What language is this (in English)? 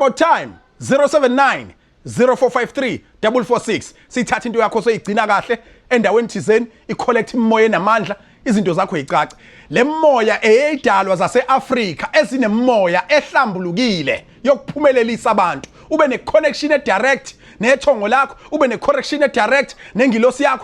Zulu